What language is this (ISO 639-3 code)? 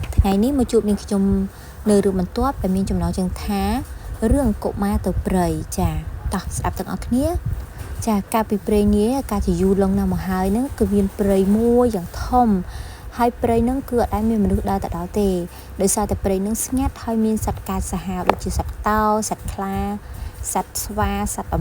khm